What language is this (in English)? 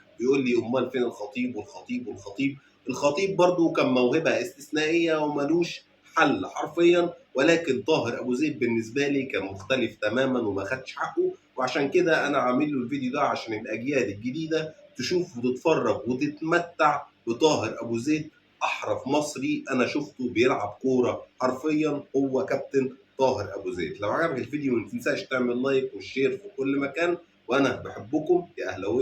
Egyptian Arabic